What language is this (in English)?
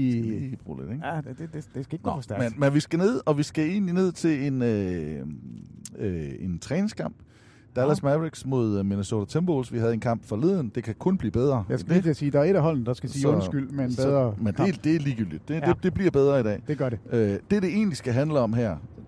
Danish